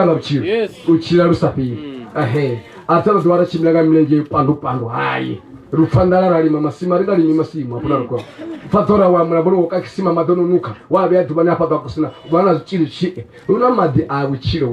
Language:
Venda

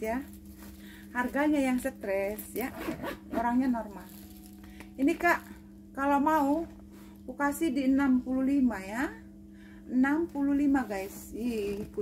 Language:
Indonesian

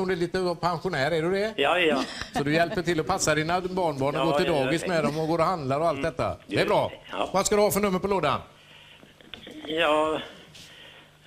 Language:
Swedish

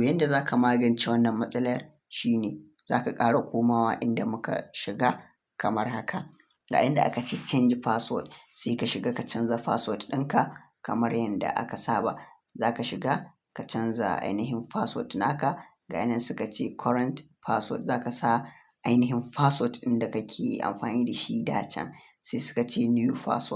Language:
Hausa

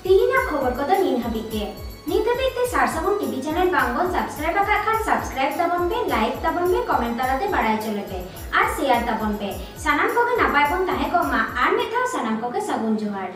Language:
Santali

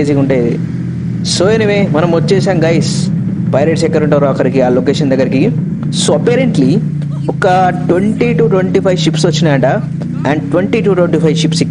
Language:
Telugu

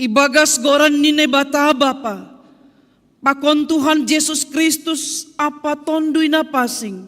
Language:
Batak Simalungun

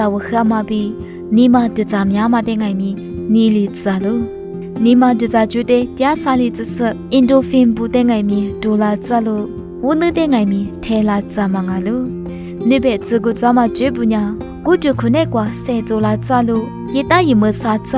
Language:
Lisu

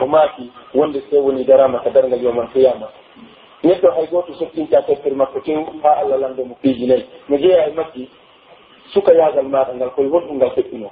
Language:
Pular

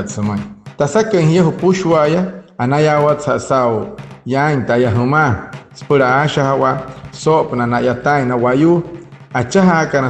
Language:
Wayuu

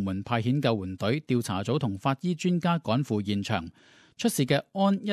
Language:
Cantonese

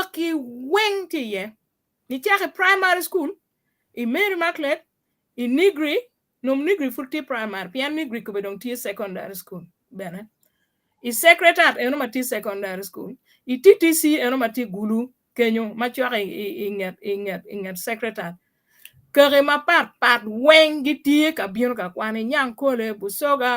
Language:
Acoli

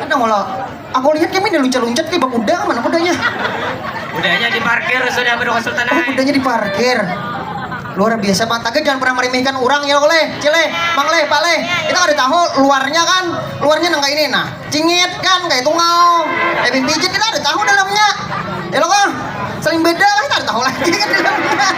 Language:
Banjar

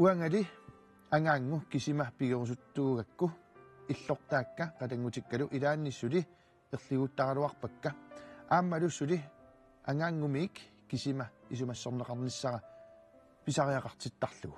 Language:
Kalaallisut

